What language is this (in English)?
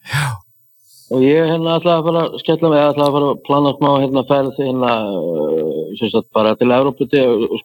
Icelandic